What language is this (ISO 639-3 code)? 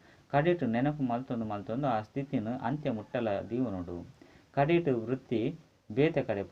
tcy